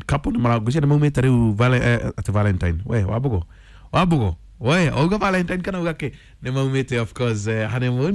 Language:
Kikuyu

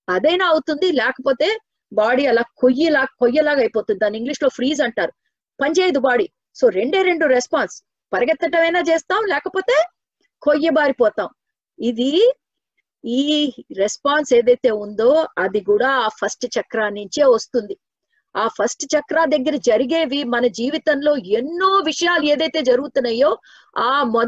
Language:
Telugu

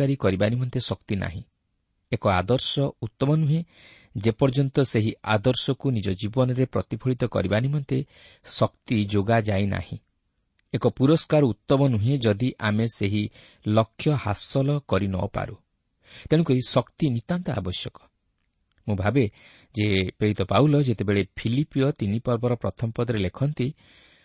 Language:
Odia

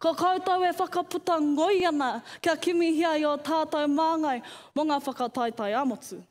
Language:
Māori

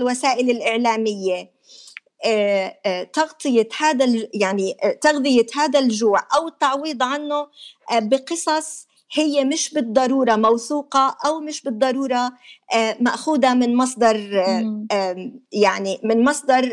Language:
North Levantine Arabic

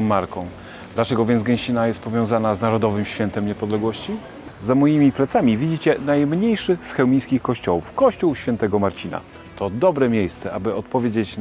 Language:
Polish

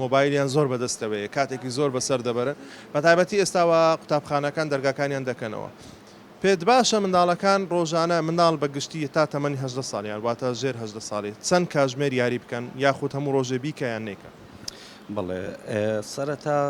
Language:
Central Kurdish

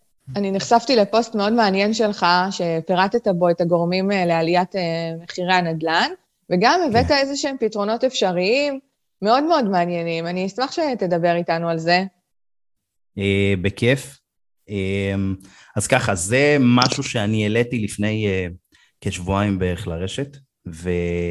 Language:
Hebrew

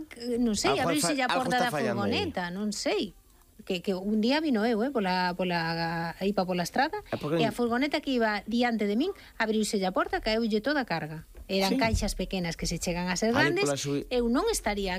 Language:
Galician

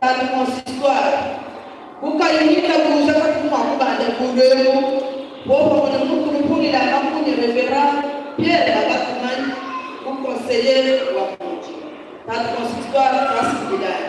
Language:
Luba-Lulua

